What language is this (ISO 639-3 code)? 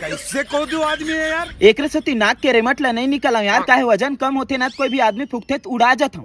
hne